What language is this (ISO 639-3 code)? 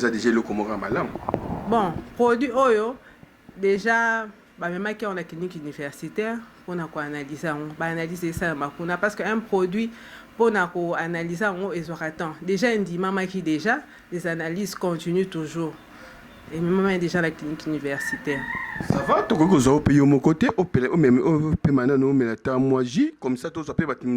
lin